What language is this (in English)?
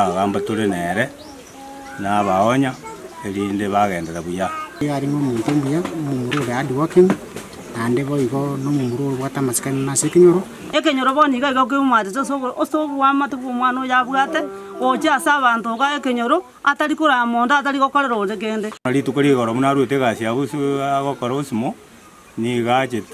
Gusii